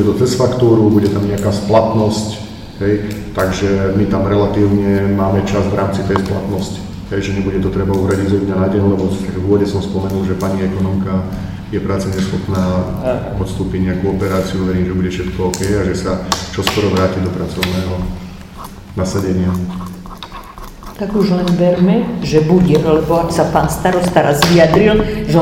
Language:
Slovak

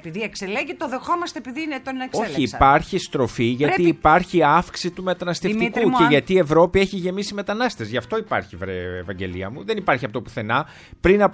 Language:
Greek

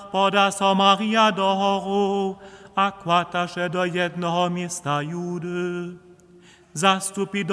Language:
Upper Sorbian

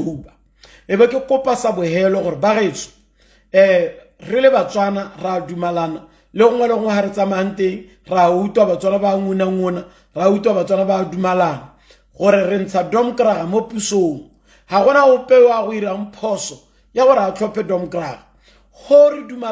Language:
Tswana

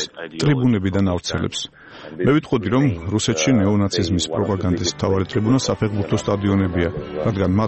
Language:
Georgian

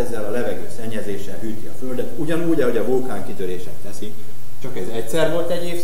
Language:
Hungarian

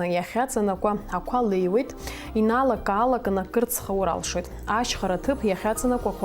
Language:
Abkhazian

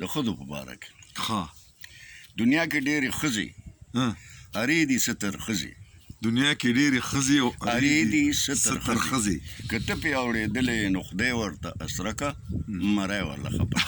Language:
Pashto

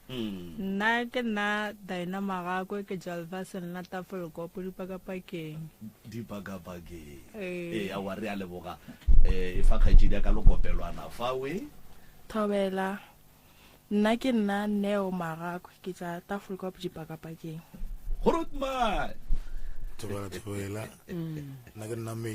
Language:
Northern Sotho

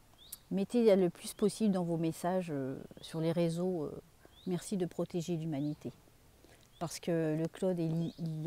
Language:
French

